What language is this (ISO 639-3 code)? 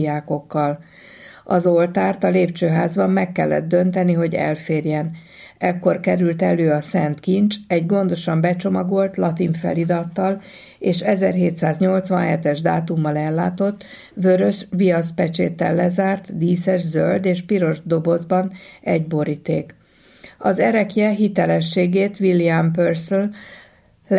hun